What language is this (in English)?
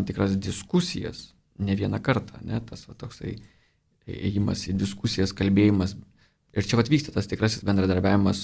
Lithuanian